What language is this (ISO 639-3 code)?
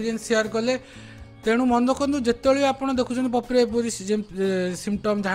ori